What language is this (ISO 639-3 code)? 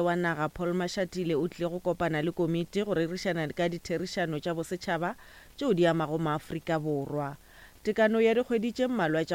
nso